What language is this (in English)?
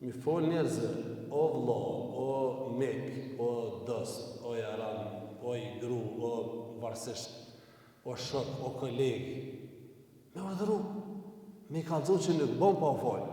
Albanian